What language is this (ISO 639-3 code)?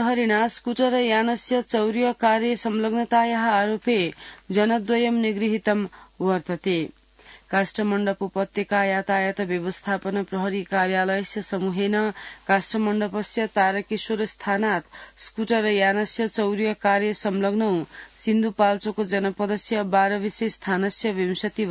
san